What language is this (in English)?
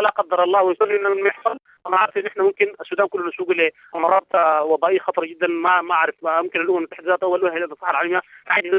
Sudanese Arabic